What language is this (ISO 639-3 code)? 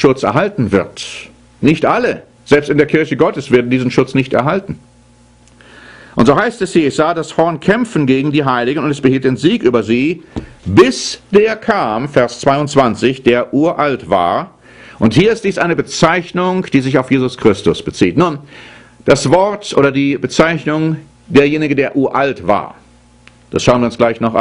deu